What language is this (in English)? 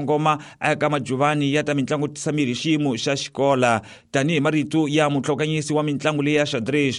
Tsonga